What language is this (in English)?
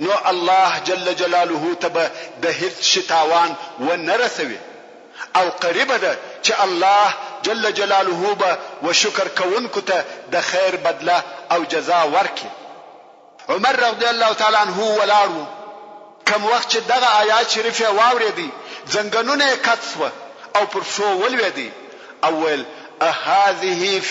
Pashto